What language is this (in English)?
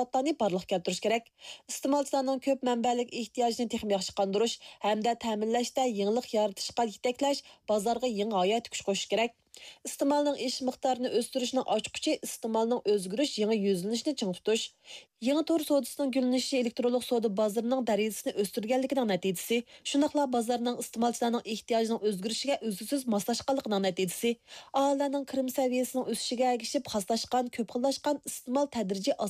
Uyghur